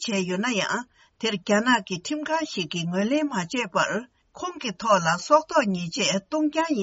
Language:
Tibetan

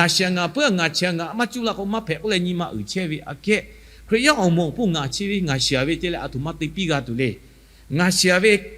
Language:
Lahu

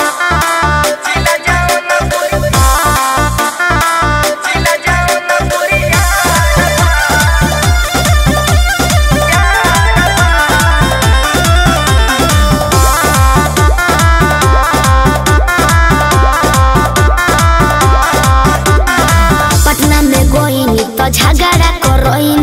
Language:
Bhojpuri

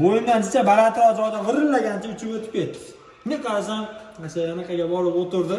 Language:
Uzbek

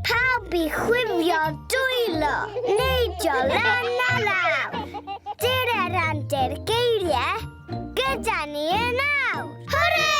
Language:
Welsh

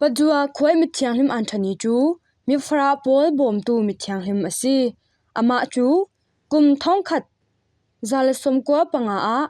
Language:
Falam Chin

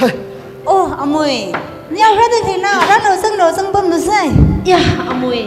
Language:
Tangkhul Naga (India)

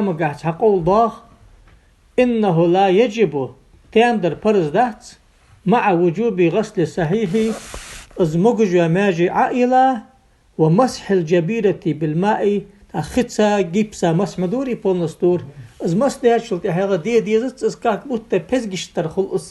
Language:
Ingush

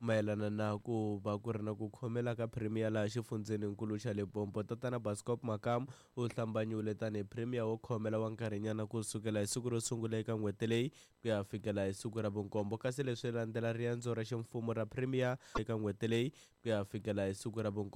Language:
Tsonga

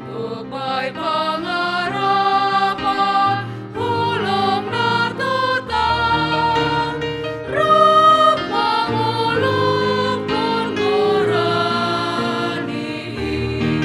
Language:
Batak Simalungun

